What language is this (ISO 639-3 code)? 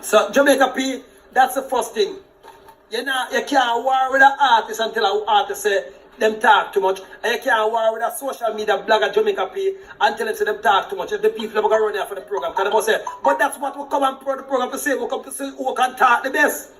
jam